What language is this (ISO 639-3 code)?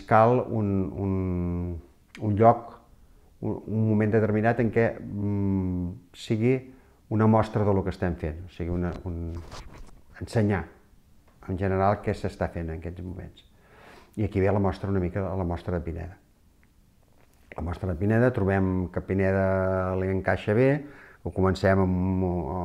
cat